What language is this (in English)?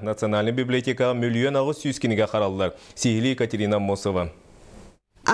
Yakut